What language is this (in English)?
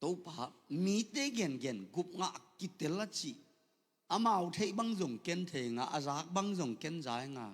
Tedim Chin